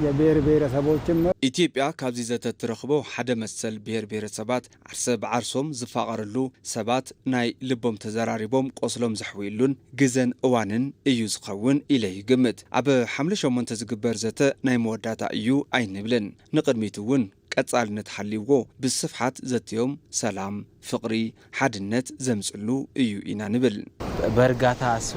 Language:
Tigrinya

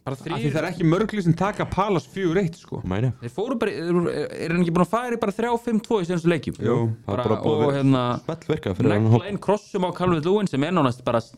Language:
Icelandic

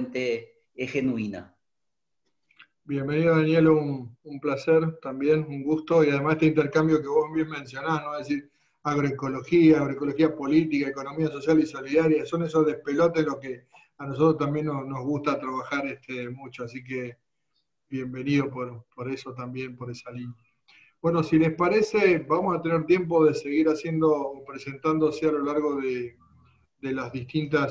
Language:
Spanish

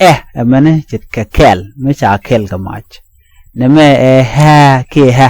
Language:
Nuer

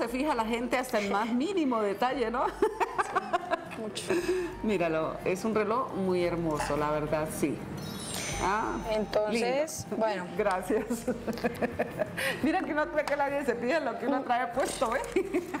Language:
Spanish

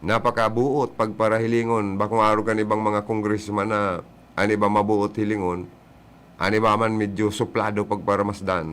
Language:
Bikol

